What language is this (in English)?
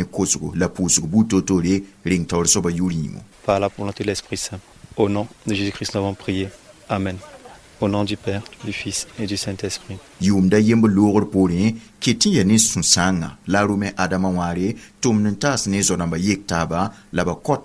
Mossi